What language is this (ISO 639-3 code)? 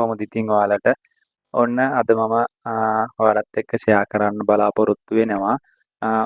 sin